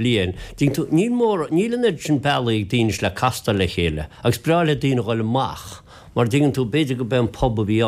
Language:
Irish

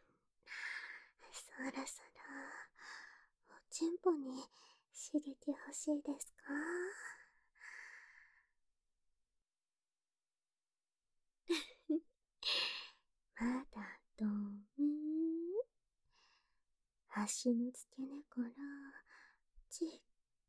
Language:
Japanese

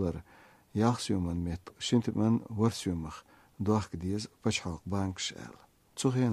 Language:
Chechen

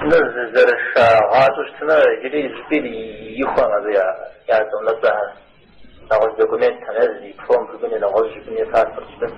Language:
Kabardian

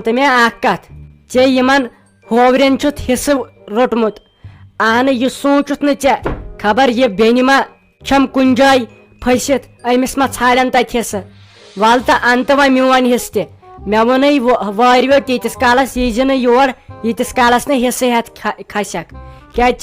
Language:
Kashmiri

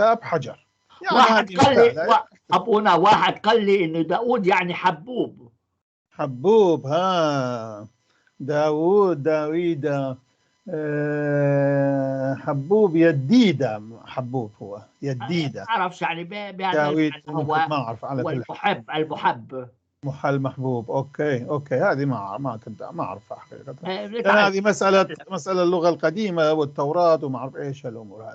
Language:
North Levantine Arabic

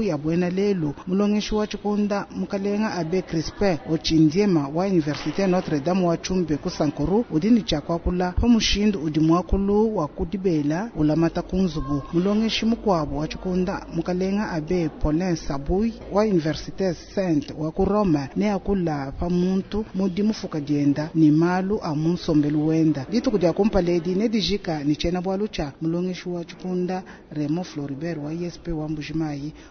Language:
Luba-Lulua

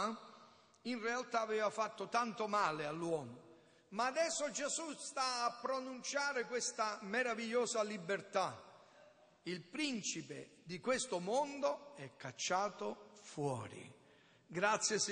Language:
Italian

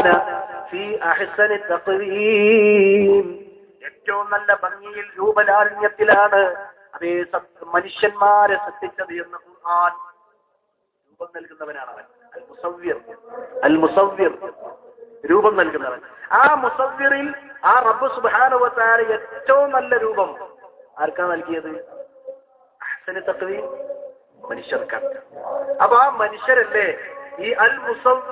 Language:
Malayalam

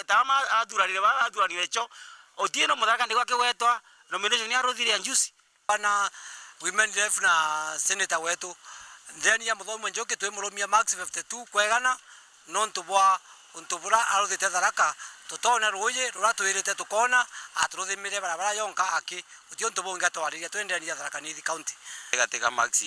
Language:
Meru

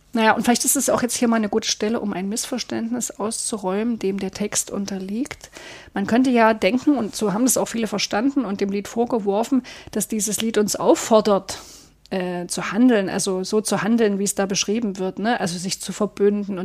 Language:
German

